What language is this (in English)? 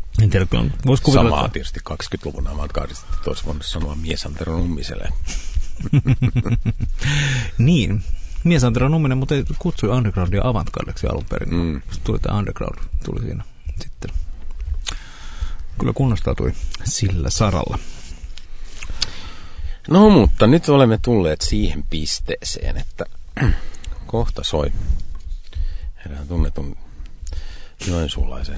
Finnish